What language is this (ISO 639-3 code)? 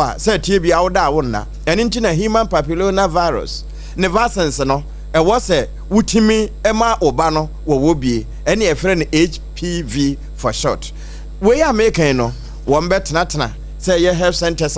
aka